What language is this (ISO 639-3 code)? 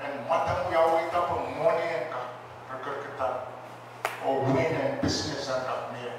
pon